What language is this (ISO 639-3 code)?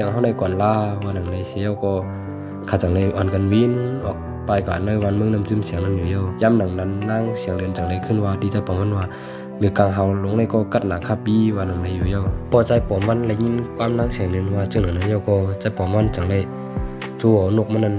shn